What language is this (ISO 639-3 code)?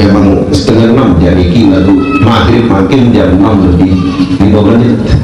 sas